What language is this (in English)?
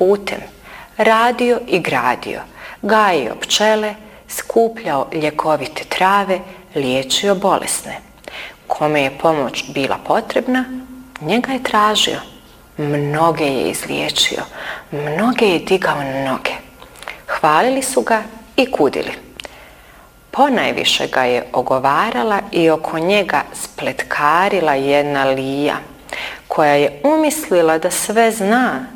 Bosnian